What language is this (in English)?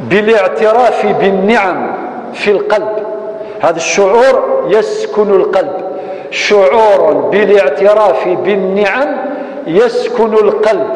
Kabyle